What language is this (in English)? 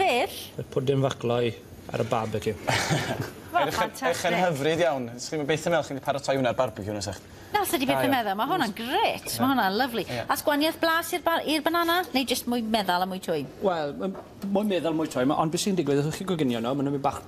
Welsh